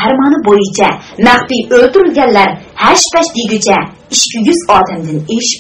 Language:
Uyghur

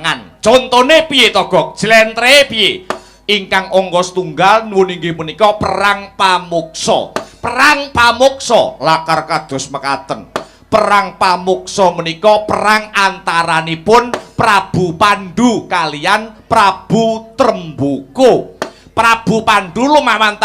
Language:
Javanese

